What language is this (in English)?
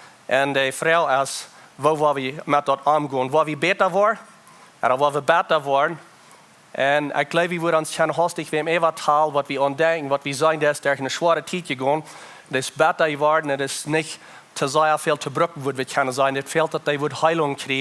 Plautdietsch